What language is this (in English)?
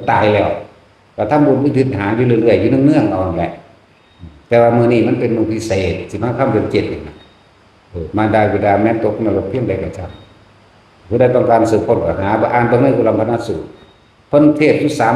Northeastern Thai